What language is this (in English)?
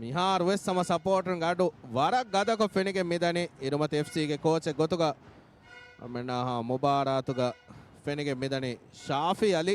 Divehi